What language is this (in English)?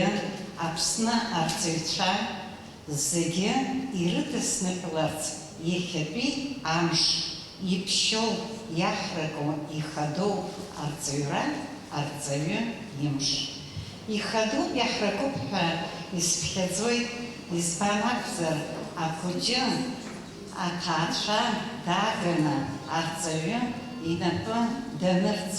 Abkhazian